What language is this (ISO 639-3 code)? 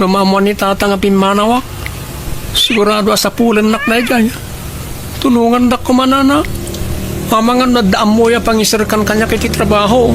ilo